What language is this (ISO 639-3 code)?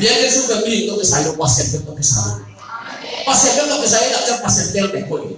ctd